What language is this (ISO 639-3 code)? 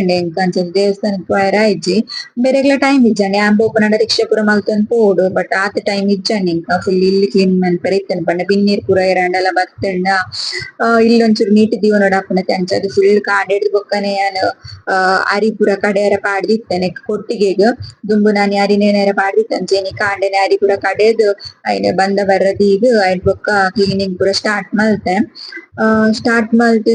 tcy